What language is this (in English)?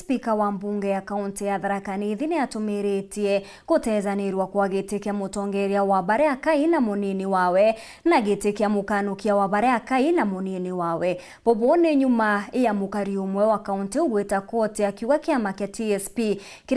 Meru